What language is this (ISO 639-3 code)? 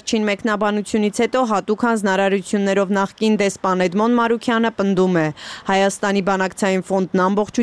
hye